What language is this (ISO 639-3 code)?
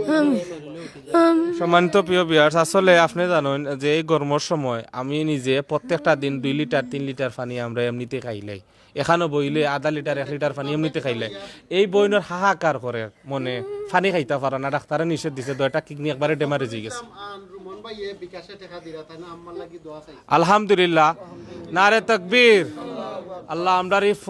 syl